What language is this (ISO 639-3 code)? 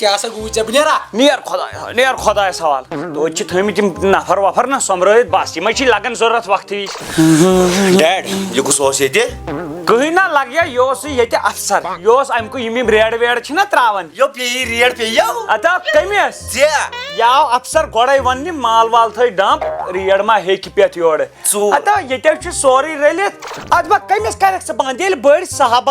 kas